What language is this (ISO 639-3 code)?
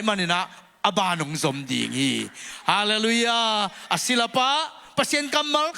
ctd